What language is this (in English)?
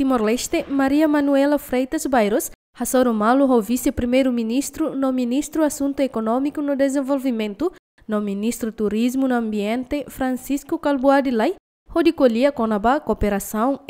Tetum